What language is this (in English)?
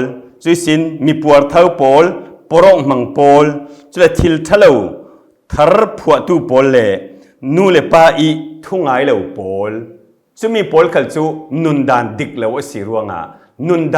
Falam Chin